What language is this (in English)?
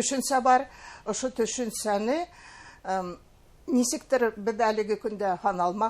Bashkir